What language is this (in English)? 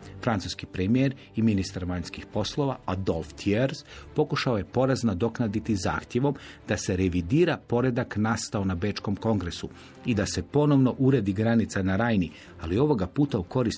Croatian